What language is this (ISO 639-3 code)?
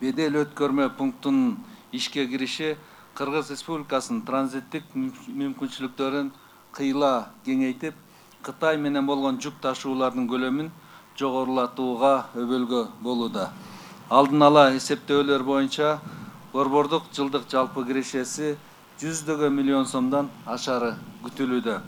kir